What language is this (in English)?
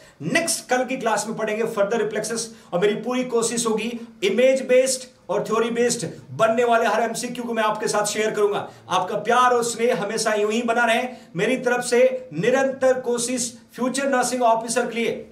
Hindi